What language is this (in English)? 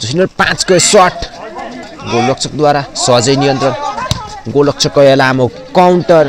Nepali